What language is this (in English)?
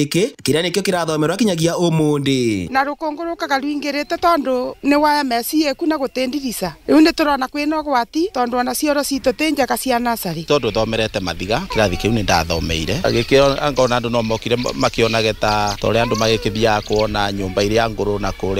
Kikuyu